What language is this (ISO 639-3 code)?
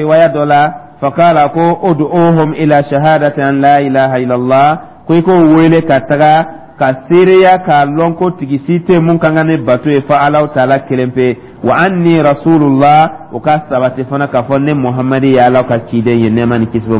dyu